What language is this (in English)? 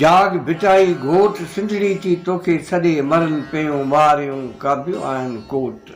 Sindhi